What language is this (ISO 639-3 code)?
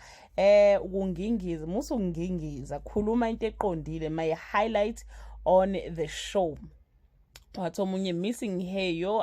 zul